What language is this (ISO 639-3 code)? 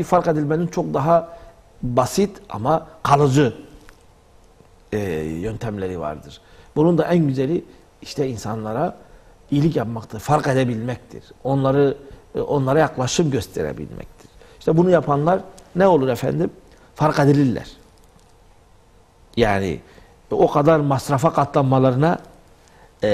tur